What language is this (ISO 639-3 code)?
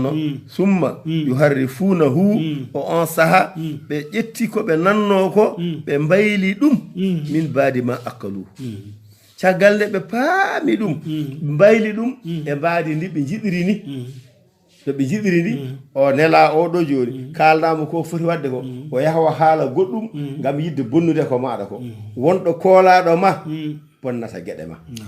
ful